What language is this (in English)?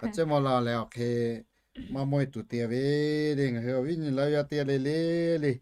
Lahu